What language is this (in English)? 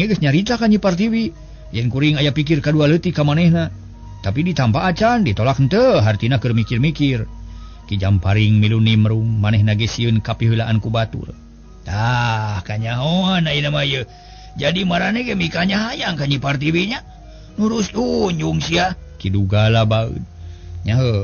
Sundanese